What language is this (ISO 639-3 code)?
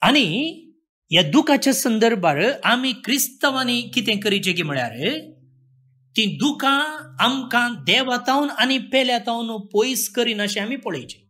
kok